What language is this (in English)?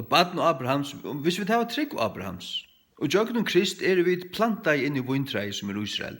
Faroese